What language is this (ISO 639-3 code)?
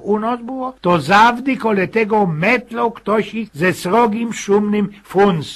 szl